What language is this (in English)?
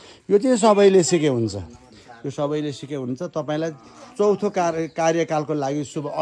Nepali